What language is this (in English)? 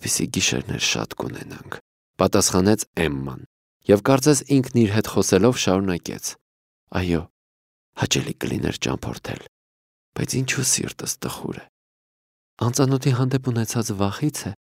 Armenian